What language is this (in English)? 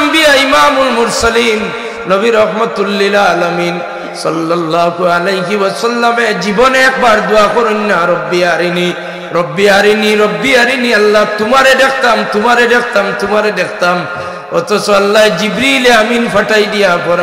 Sylheti